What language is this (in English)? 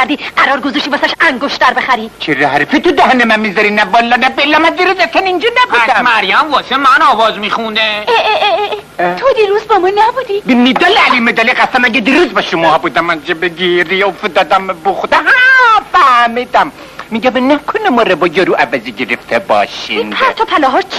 Persian